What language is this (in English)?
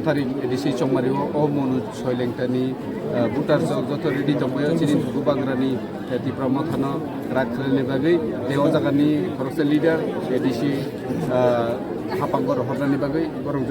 Kok Borok